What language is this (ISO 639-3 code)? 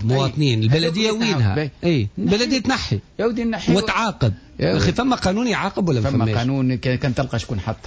aeb